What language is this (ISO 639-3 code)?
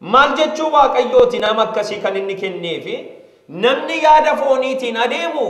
orm